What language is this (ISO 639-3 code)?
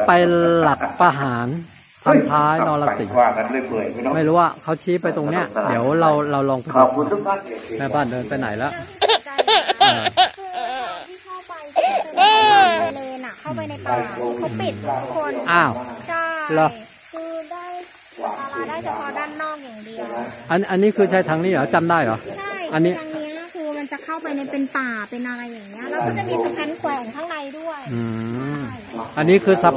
tha